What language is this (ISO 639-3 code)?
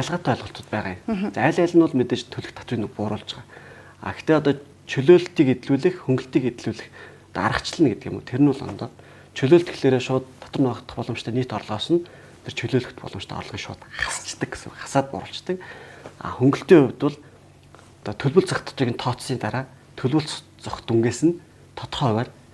mon